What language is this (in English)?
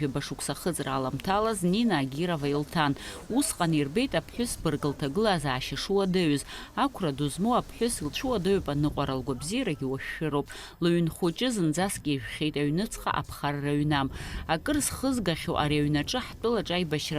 Abkhazian